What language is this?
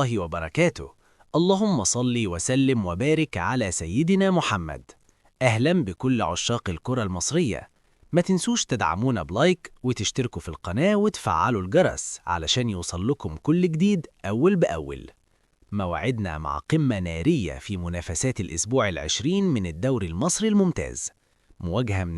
Egyptian Arabic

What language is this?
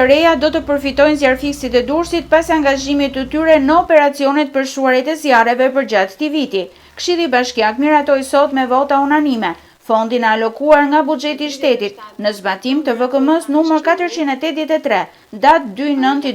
Albanian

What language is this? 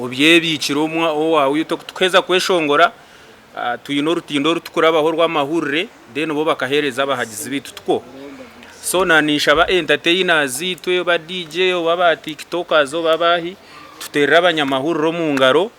Nyankole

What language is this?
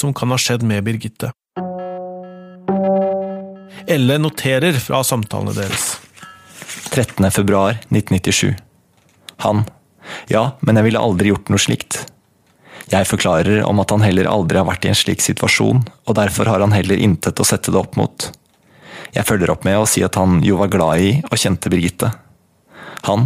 Norwegian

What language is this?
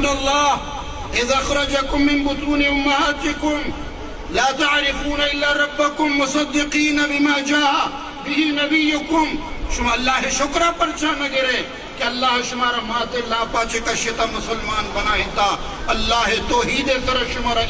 Eastern Balochi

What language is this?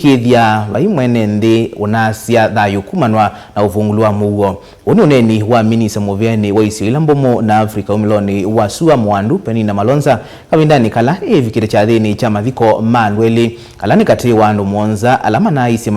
Kamba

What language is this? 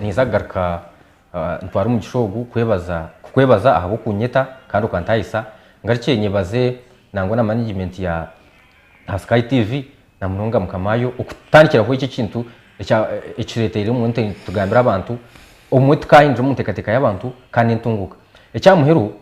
Nyankole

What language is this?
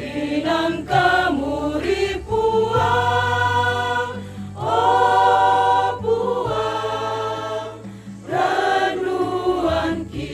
Toraja-Sa'dan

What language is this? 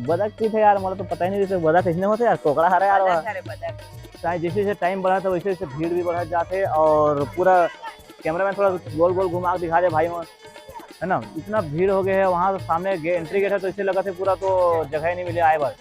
Chhattisgarhi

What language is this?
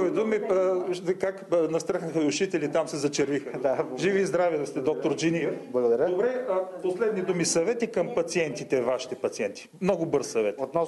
Bulgarian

